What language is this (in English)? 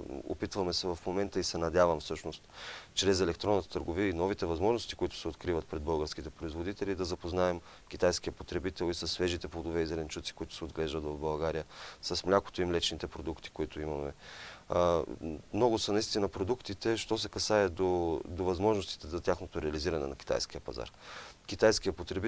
Bulgarian